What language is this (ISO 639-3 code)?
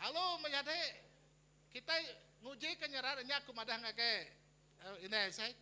iba